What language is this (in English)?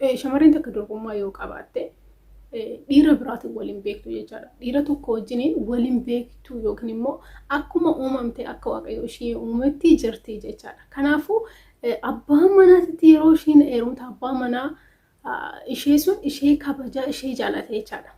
Oromo